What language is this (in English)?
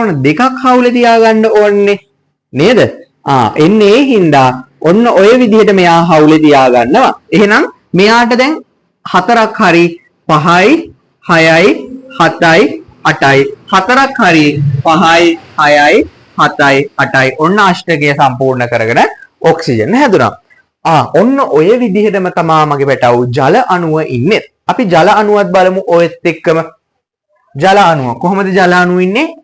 Sinhala